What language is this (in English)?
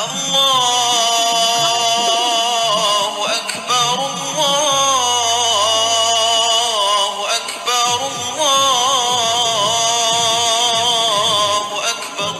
Betawi